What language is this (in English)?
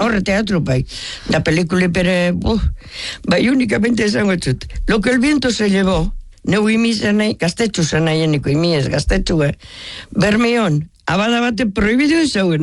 Basque